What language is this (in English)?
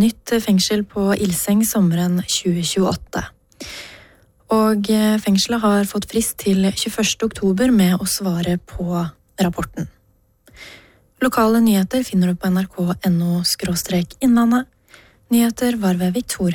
Norwegian